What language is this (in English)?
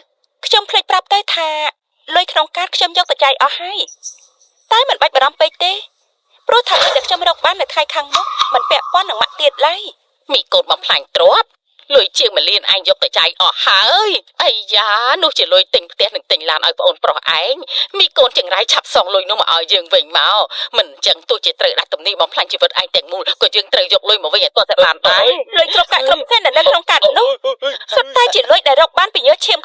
Khmer